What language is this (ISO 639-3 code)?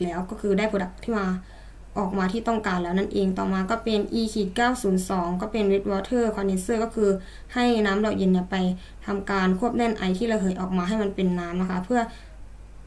tha